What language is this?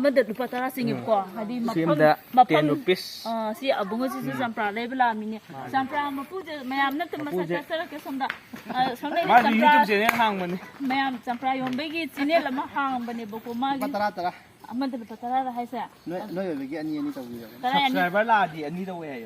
Manipuri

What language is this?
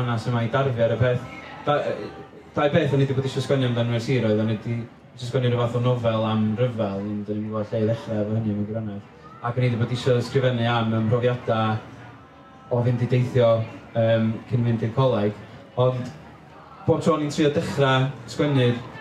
Welsh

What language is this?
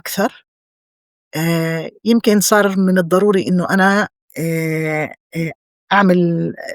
North Levantine Arabic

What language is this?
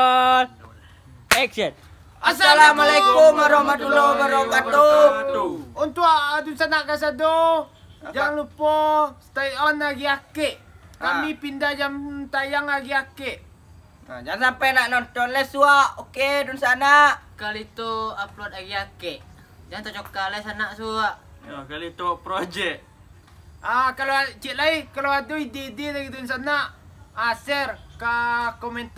Minangkabau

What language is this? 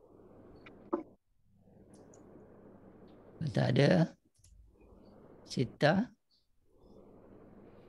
Malay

